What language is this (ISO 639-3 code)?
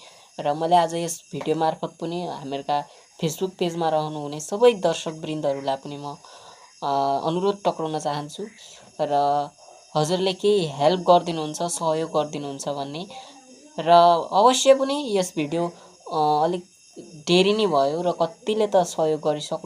nep